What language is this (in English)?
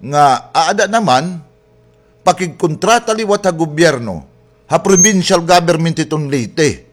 Waray